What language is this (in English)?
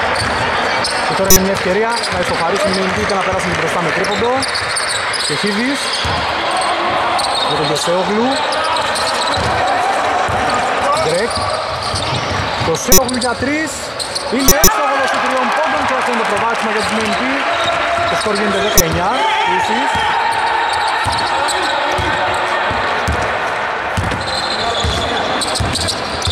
Greek